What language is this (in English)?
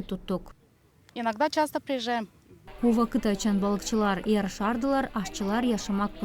Gagauz